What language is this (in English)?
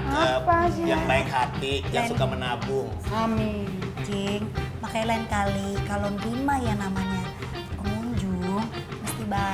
Betawi